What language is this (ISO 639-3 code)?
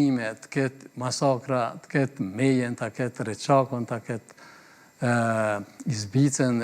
sqi